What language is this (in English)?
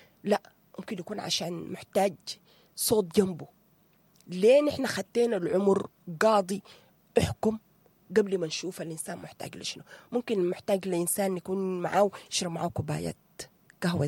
Sudanese Arabic